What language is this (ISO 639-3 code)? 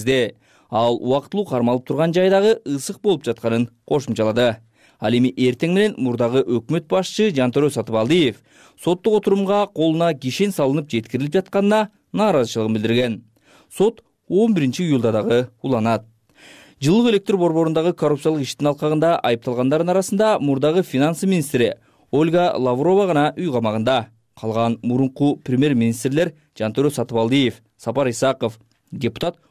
kir